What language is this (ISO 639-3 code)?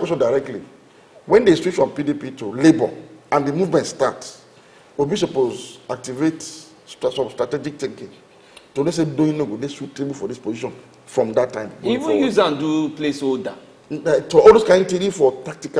pcm